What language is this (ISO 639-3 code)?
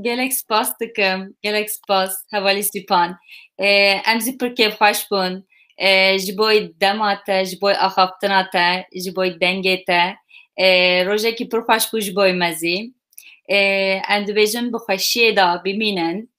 kur